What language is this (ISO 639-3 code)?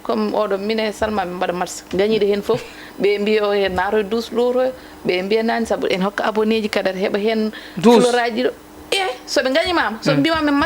ful